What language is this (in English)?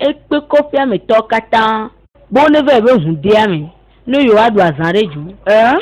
Ewe